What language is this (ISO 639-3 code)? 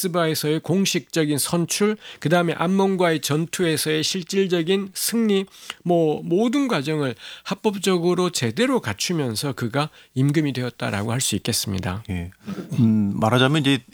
kor